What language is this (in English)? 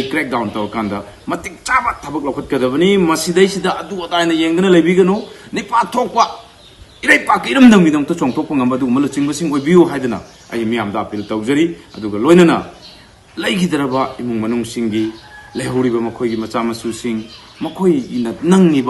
Manipuri